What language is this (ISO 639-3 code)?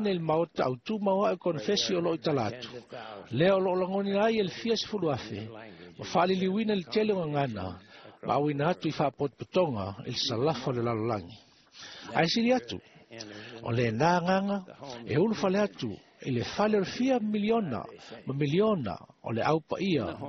smo